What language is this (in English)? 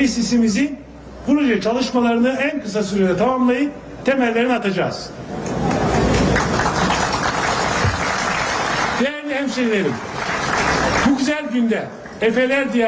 Turkish